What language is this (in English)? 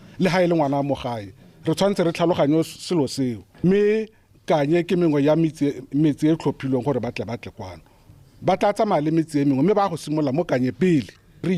Tswana